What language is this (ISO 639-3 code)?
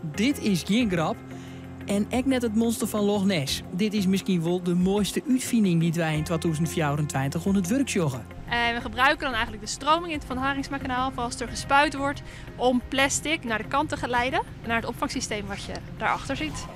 fry